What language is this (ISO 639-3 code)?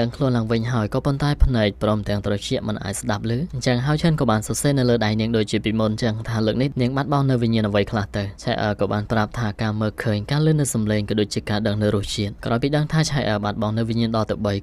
khm